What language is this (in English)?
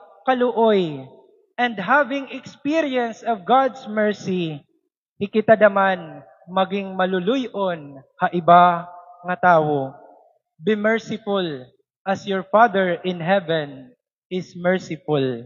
Waray